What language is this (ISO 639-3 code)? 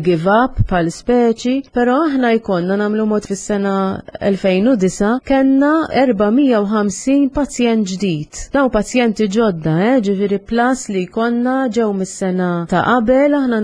mlt